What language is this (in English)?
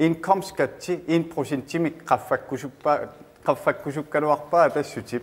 Kalaallisut